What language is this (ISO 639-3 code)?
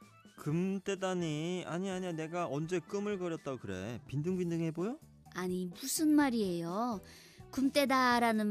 kor